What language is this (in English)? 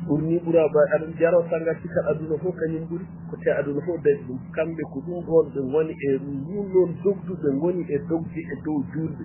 Fula